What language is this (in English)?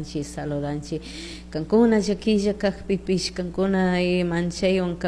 Chimborazo Highland Quichua